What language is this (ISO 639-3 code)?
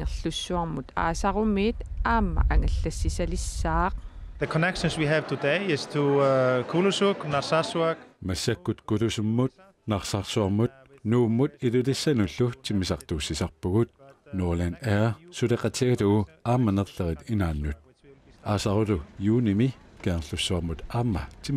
kal